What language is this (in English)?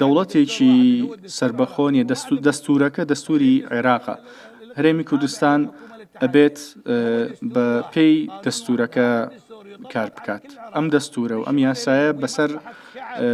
Central Kurdish